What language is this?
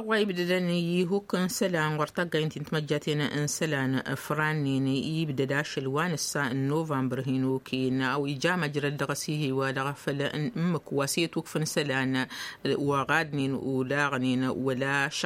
Tamasheq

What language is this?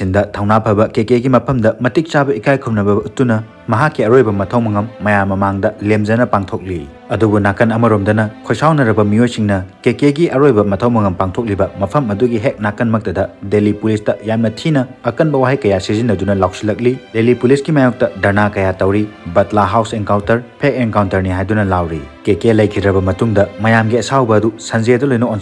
Manipuri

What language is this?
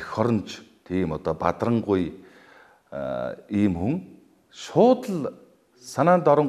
Mongolian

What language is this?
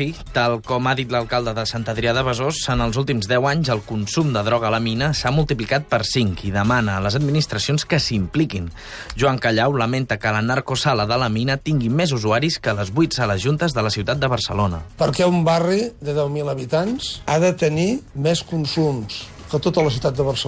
Catalan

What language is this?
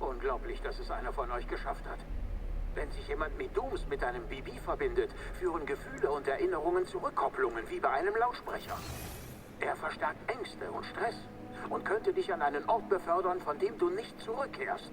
Swiss German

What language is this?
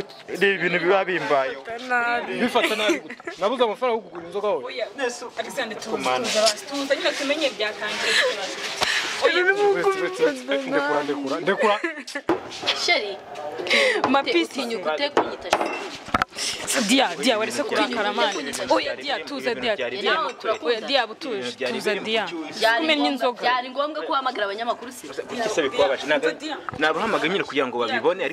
Kinyarwanda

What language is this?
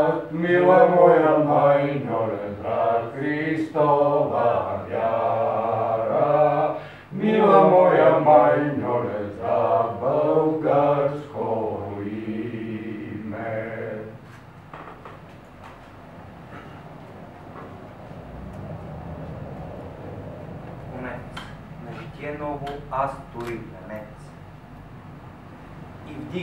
Bulgarian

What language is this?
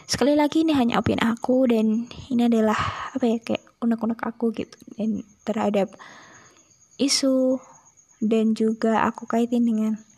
Indonesian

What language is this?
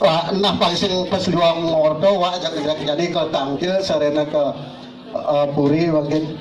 Balinese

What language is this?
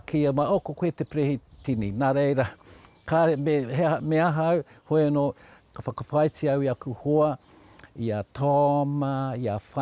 Māori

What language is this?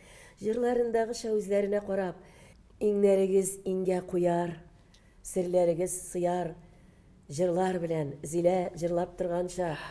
Tatar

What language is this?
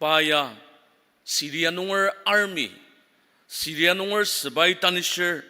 Ao Naga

